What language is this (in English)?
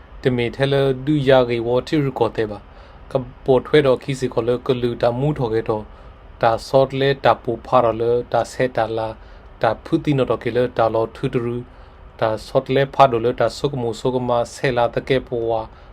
S'gaw Karen